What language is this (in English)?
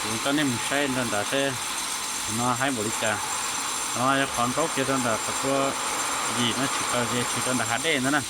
Hmong